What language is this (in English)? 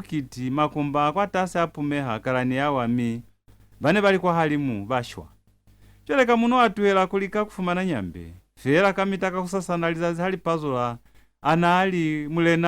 Lozi